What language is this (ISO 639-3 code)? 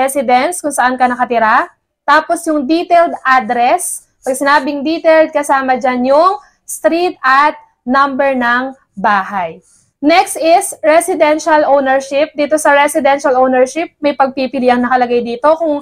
fil